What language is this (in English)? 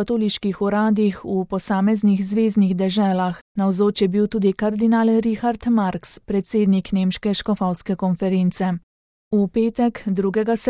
Slovenian